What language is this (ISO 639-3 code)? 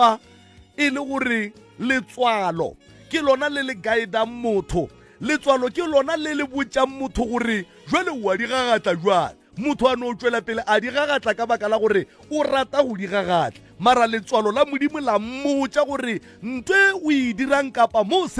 nso